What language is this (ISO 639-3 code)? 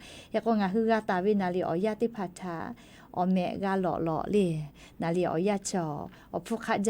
lhu